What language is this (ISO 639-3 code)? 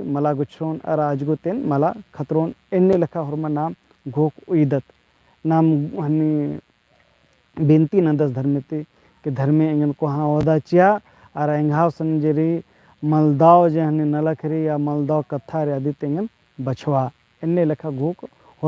kru